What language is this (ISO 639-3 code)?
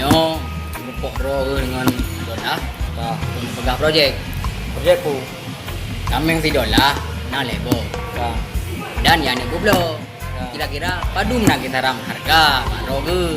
ace